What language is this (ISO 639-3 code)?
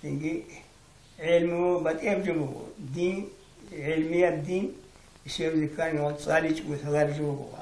ava